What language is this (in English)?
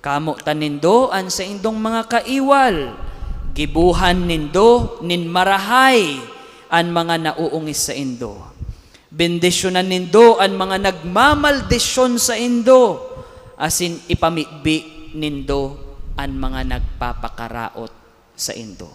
Bikol